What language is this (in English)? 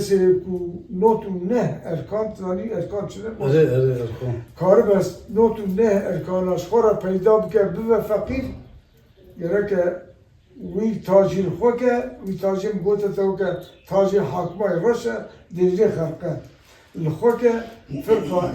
Kurdish